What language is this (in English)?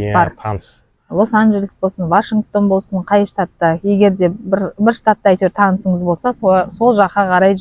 Kazakh